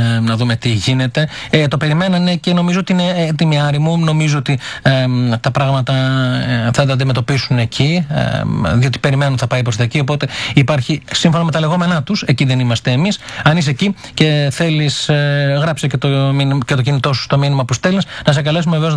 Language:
Greek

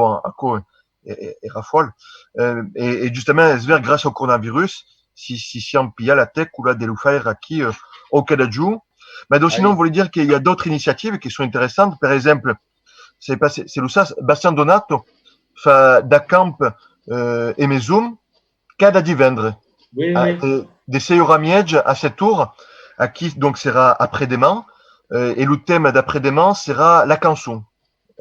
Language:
Occitan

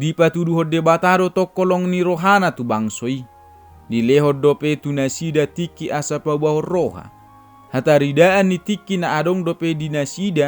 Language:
Batak Toba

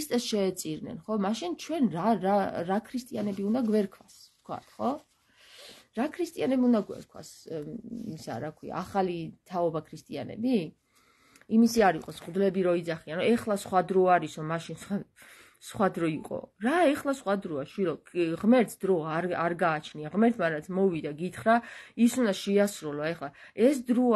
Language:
Georgian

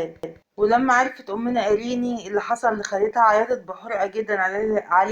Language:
Egyptian Arabic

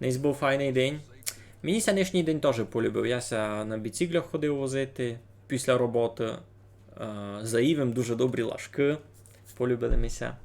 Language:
Rusyn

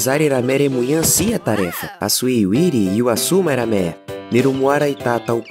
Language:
Nheengatu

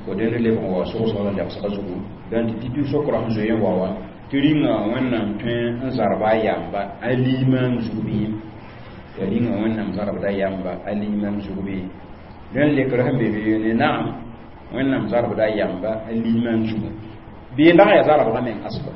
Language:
Mossi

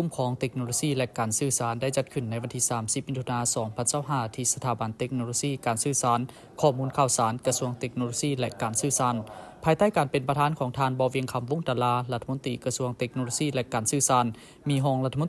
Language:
Lao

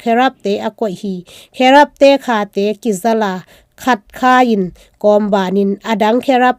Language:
Tedim Chin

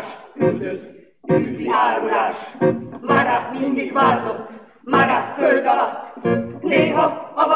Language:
Hungarian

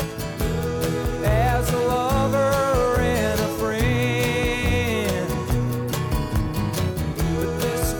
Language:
English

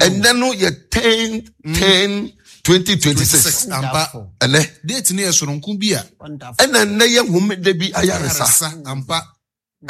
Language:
Akan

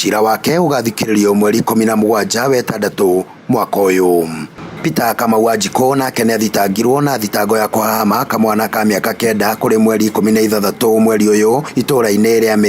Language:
Kikuyu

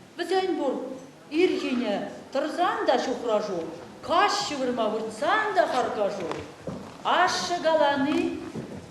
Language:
Chuvash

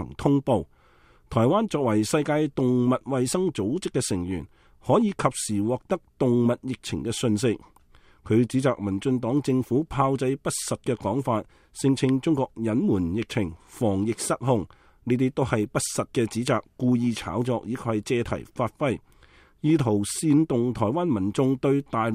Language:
Cantonese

